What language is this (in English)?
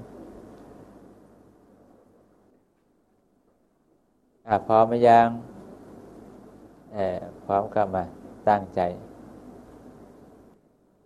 Thai